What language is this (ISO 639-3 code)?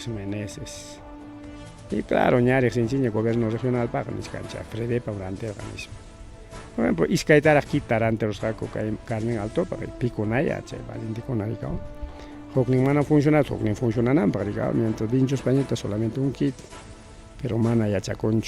quy